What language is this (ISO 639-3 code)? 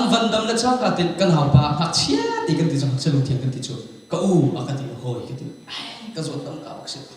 cnh